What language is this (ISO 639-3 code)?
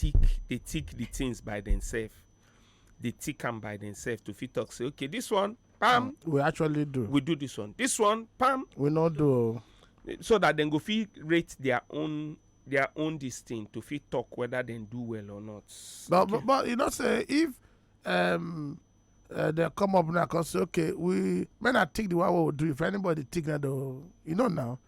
pcm